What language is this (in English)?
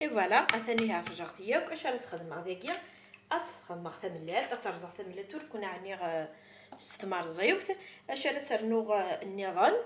Kabyle